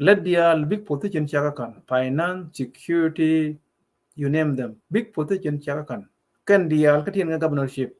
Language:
Nuer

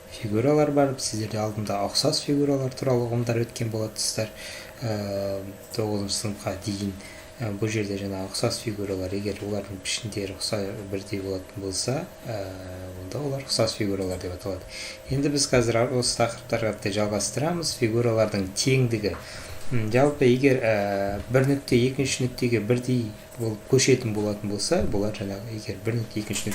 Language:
Kazakh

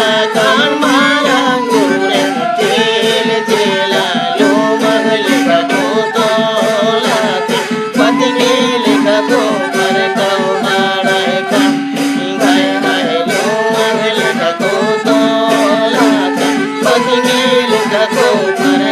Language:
Santali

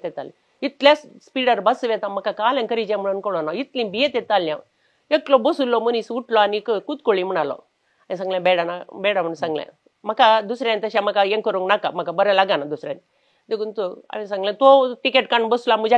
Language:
Konkani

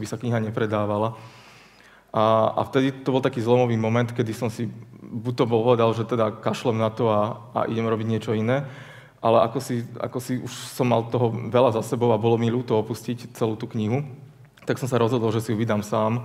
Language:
Slovak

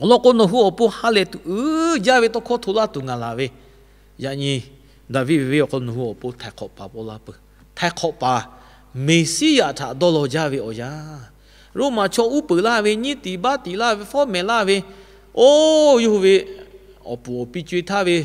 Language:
Lahu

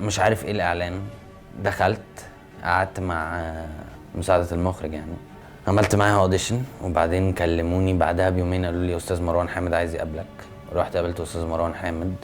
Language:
Egyptian Arabic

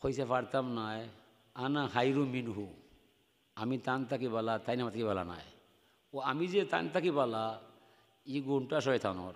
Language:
Sylheti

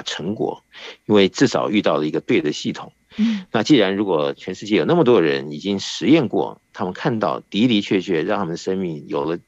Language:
Chinese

